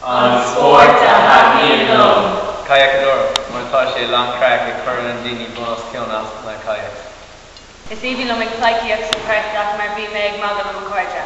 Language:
Irish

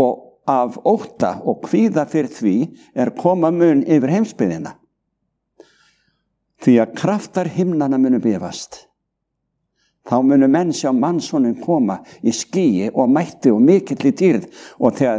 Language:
Icelandic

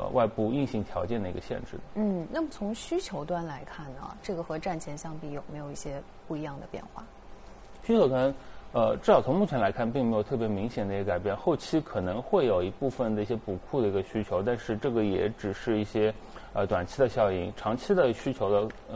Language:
Chinese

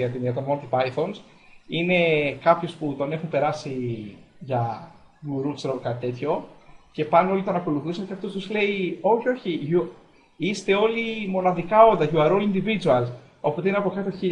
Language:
Greek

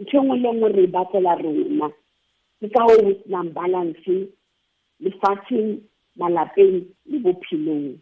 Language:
Southern Sotho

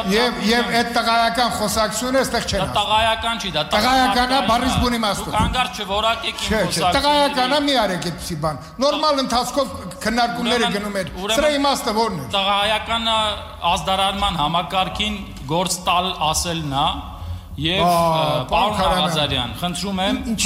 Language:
Armenian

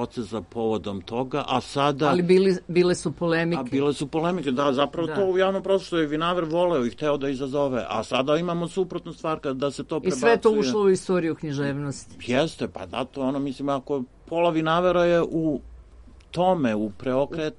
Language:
Serbian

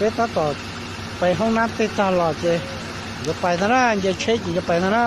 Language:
Hmong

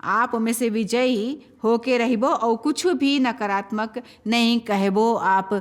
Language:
Chhattisgarhi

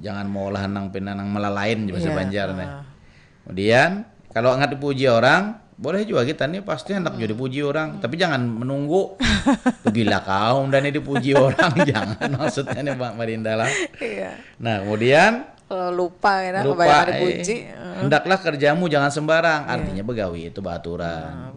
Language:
Banjar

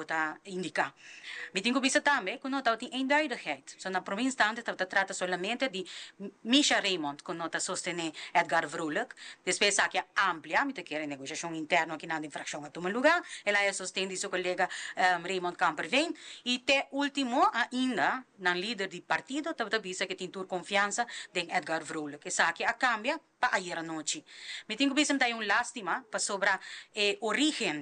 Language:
Papiamento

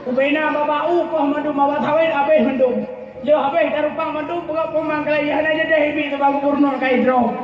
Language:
Achinese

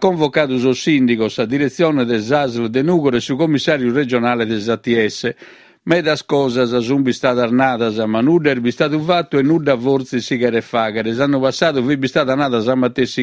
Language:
Sardinian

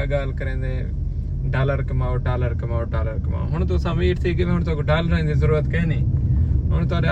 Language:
Saraiki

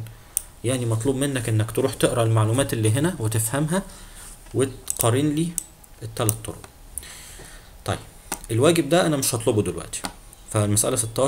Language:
Egyptian Arabic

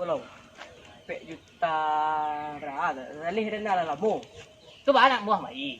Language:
Minangkabau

